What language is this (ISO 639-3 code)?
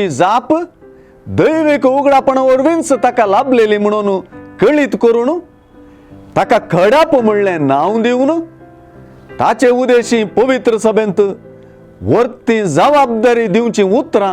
kok